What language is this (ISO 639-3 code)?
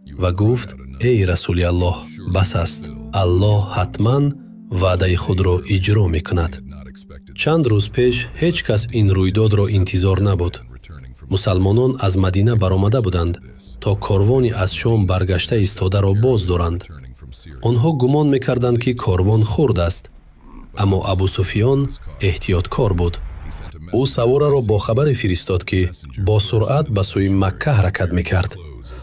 tgk